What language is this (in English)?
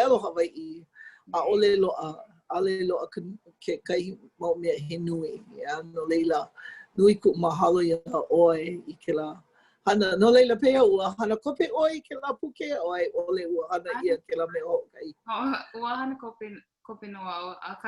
Hawaiian